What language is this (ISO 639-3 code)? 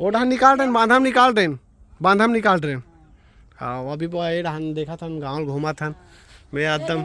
hne